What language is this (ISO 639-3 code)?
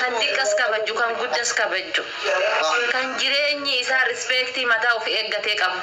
orm